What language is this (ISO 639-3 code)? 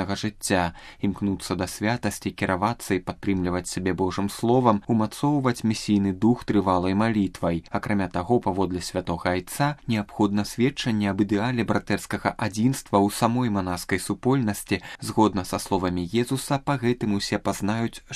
bel